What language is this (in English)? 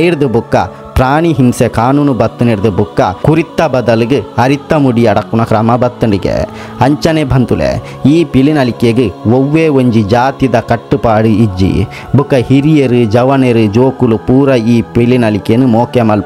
Tulu